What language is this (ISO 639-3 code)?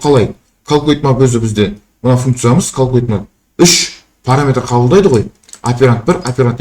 kaz